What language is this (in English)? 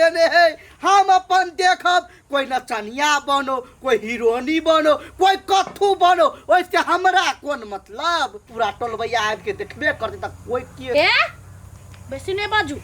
Maithili